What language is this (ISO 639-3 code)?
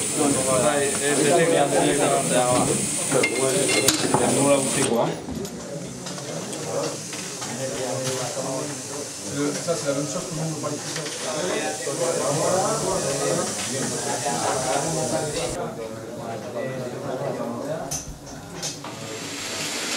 eus